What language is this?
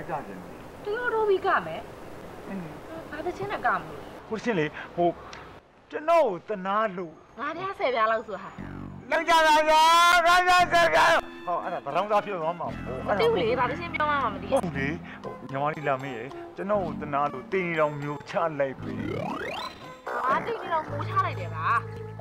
Burmese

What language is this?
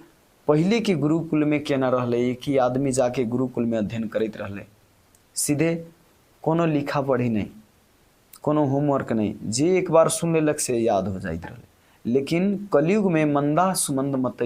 Maithili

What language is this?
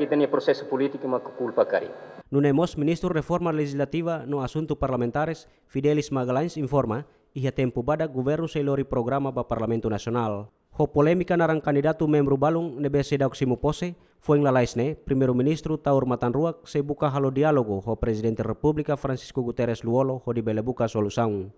Tetum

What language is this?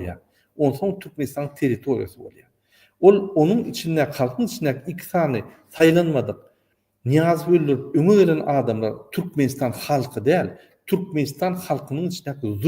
Turkmen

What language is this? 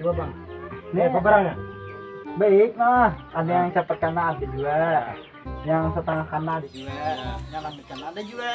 Banjar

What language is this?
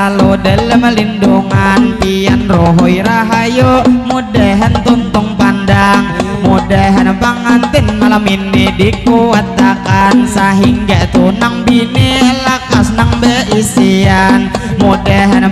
Banjar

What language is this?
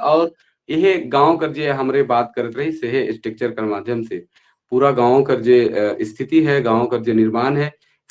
Sadri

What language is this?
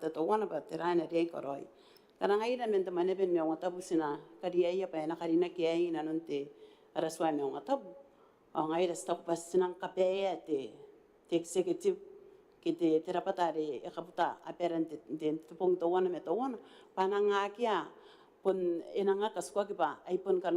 Gilbertese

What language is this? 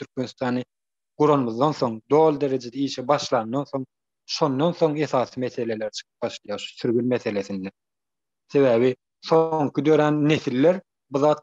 Turkmen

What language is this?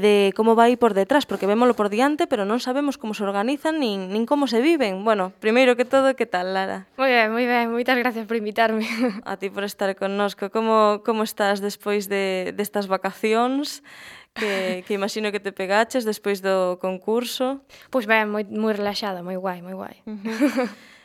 Galician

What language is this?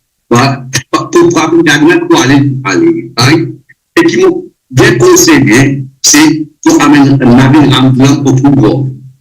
Morisyen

